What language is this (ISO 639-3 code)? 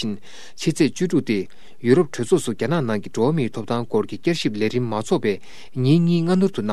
bod